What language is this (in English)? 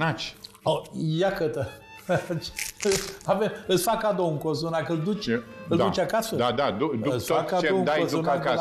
Romanian